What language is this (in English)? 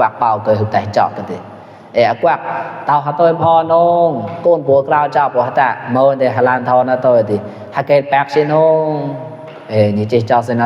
Mon